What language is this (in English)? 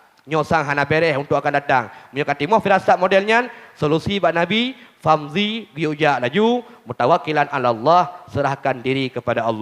Achinese